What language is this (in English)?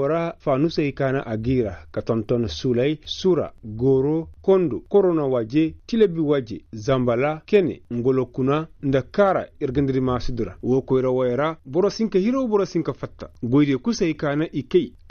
Koyraboro Senni